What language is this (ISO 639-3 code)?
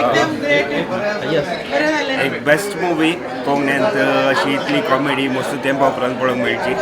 kok